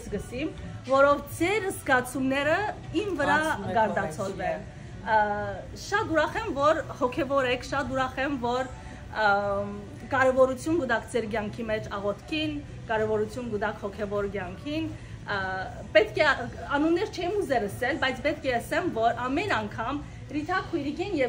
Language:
Western Armenian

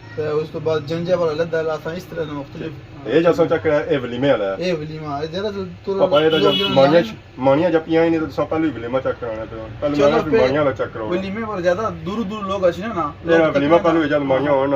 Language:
Pahari-Potwari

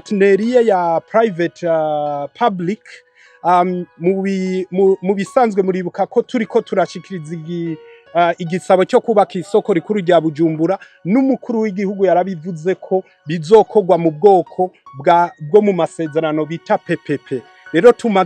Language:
Rundi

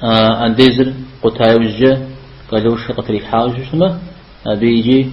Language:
Kabardian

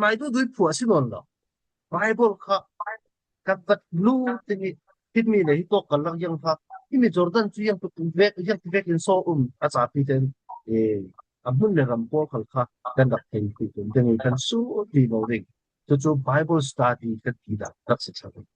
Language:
Falam Chin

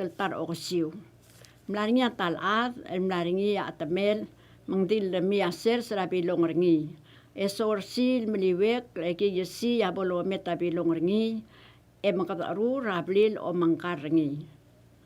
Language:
Palauan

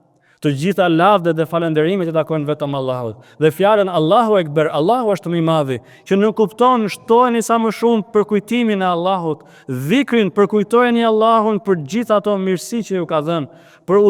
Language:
Albanian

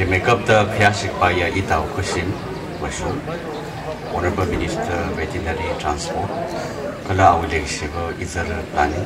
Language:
Tangkhul Naga (India)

